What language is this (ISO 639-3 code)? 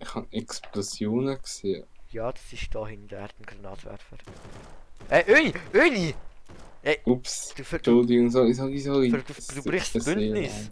gsw